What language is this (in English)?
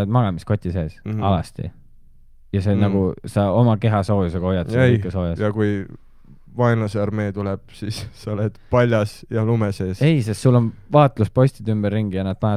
Estonian